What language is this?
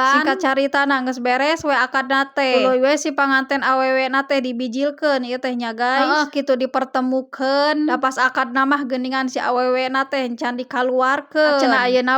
Sundanese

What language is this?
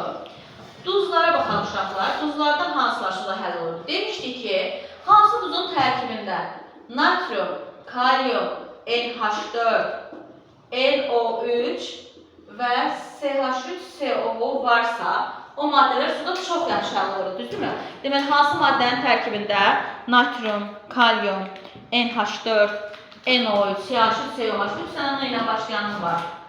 Azerbaijani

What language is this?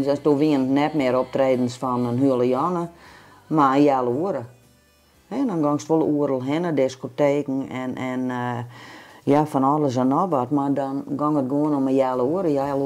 Western Frisian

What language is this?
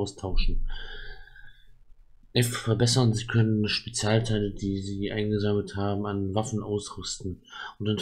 German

